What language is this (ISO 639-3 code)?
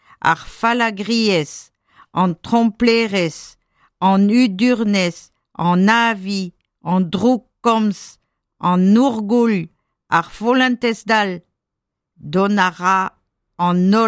bre